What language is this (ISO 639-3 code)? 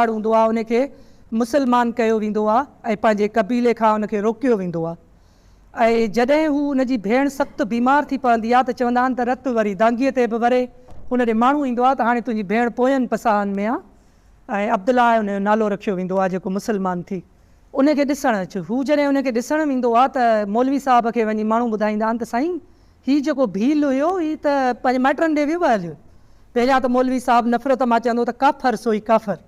snd